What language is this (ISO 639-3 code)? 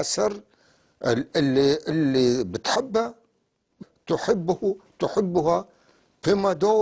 apc